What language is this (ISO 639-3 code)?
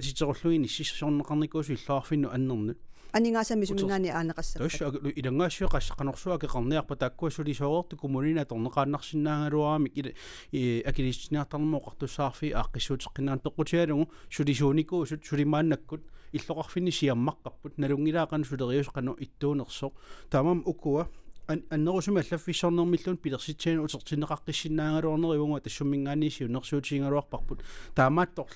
kal